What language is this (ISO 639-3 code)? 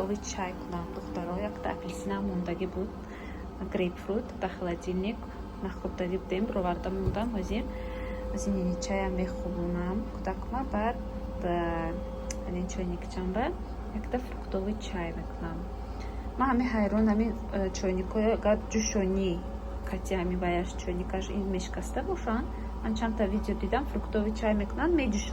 tgk